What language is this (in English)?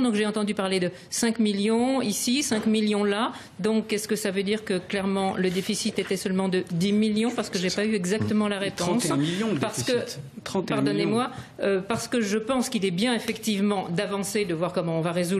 French